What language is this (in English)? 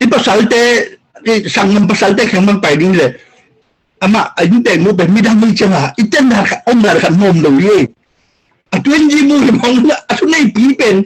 Tedim Chin